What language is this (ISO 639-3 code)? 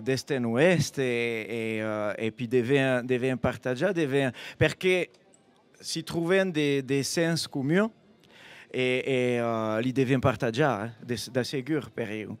oci